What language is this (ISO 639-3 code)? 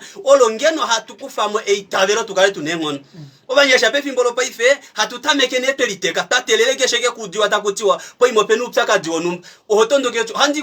kua